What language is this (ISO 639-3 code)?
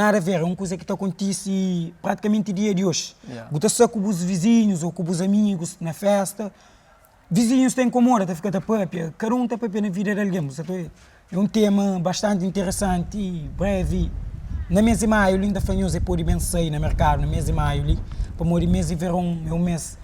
kea